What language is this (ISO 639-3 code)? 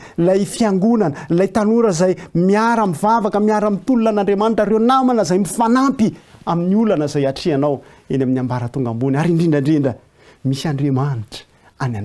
mlg